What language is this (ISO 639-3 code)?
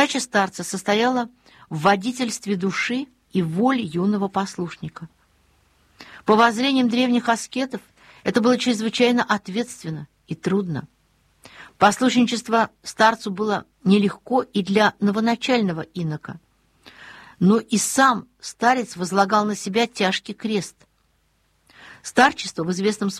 rus